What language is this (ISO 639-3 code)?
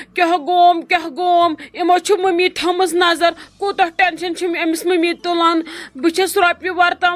kas